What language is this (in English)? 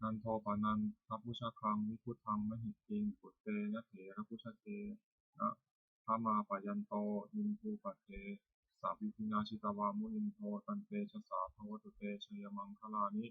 Pali